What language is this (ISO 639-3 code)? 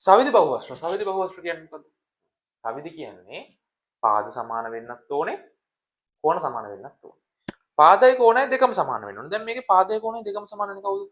sin